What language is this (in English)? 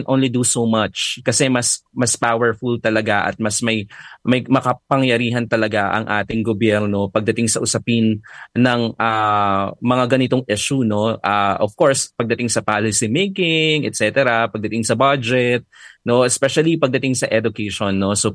Filipino